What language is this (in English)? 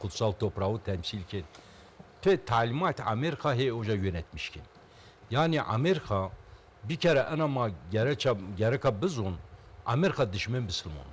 Zaza